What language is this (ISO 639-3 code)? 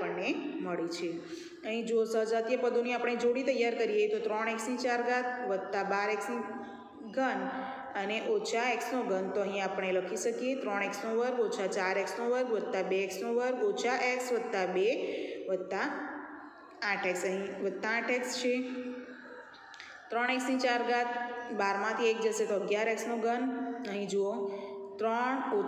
guj